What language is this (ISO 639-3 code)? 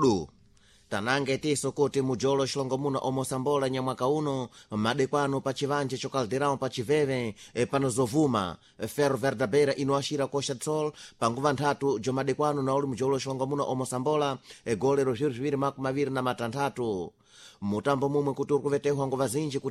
seh